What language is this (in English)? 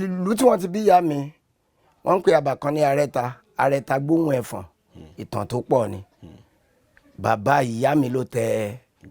Yoruba